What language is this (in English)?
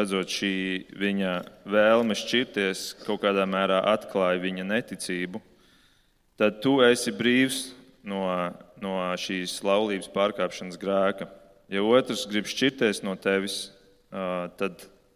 Latvian